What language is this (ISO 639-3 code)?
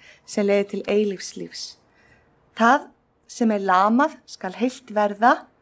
isl